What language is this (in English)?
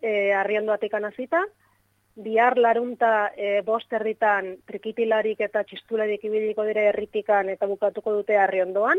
Basque